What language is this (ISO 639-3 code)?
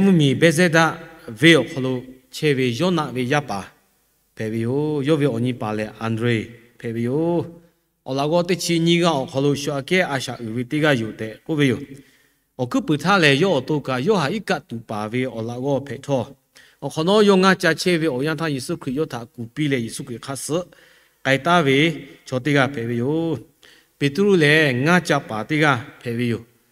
lhu